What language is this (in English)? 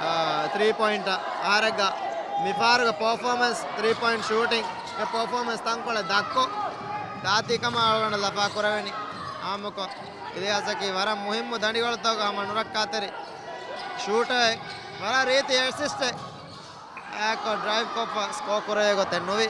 Divehi